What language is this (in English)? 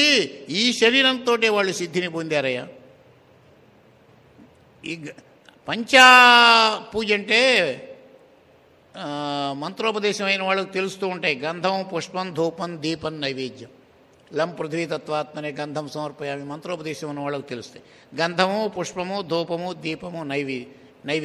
Telugu